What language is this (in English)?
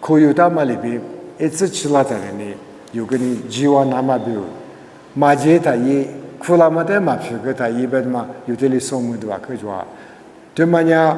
Lisu